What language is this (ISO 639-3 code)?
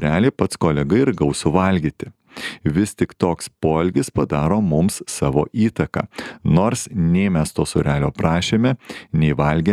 lit